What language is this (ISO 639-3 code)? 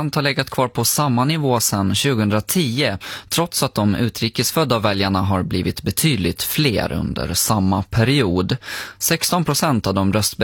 swe